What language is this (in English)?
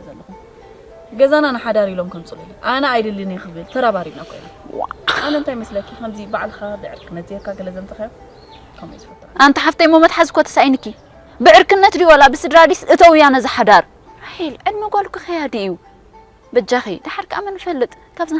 Tigrinya